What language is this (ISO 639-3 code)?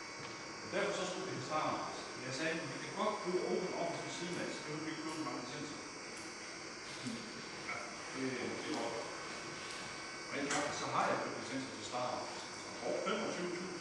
dan